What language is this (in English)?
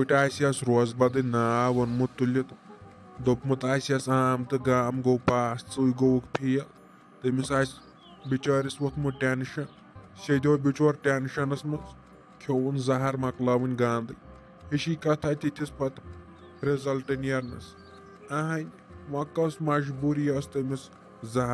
Kashmiri